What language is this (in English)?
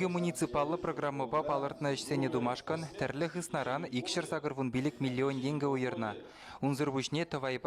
Chuvash